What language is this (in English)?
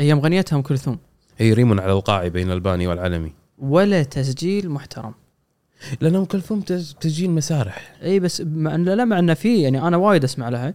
Gulf Arabic